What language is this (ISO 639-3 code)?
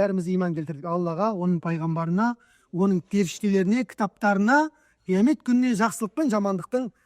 kaz